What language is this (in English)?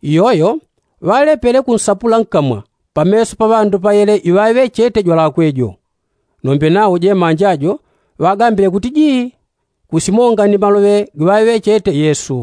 Yao